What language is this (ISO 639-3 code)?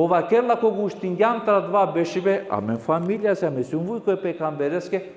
rmn